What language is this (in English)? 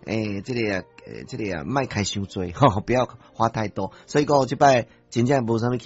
Min Nan Chinese